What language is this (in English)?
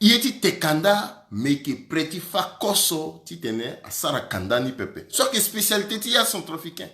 Sango